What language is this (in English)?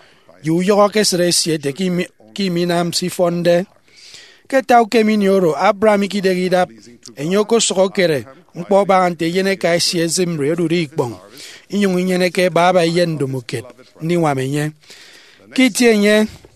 Efik